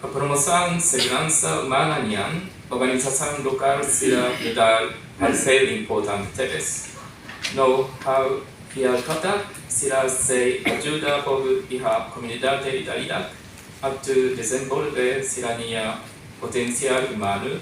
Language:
Tetum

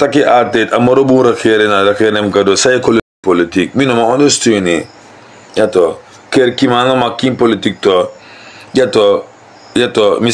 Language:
Sranan Tongo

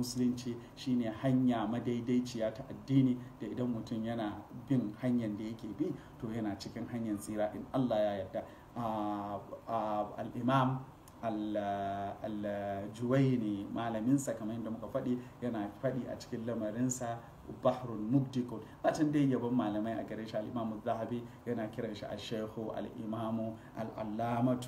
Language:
Hausa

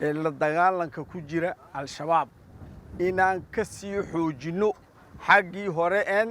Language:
Somali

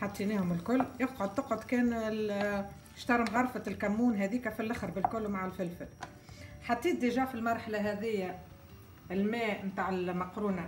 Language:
Tunisian Arabic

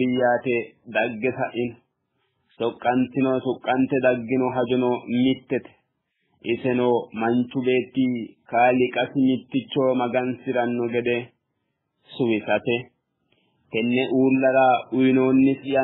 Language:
Sidamo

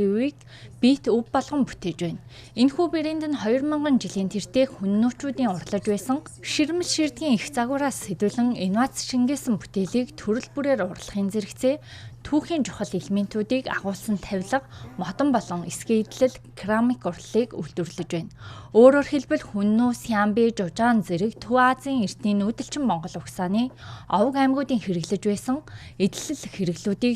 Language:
Mongolian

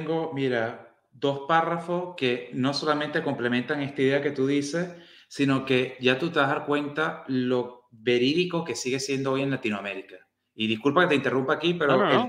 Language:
Spanish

